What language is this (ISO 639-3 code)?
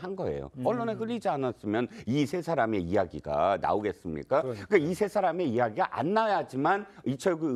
kor